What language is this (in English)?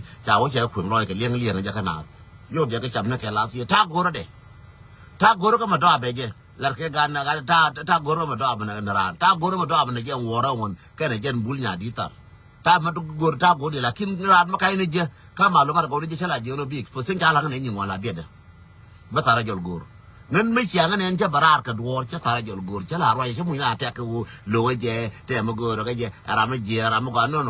Nuer